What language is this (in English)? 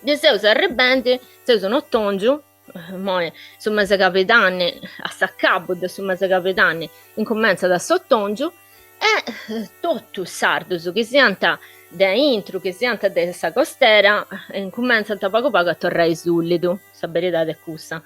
Sardinian